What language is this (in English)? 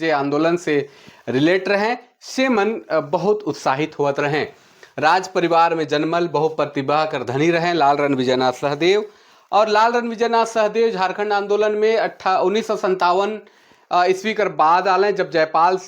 Sadri